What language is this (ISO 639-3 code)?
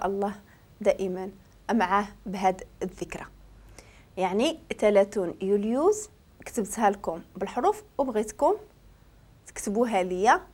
ary